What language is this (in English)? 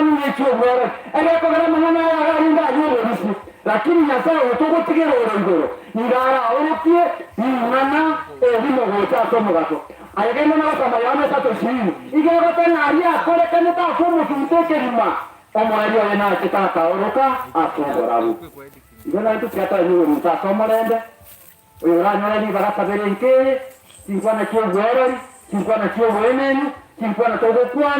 Gusii